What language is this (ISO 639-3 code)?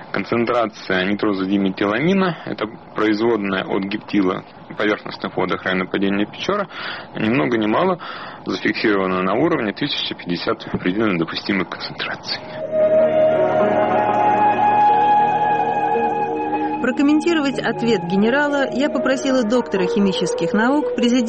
rus